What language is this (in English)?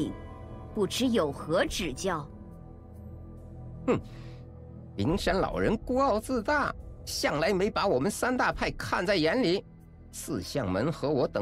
Chinese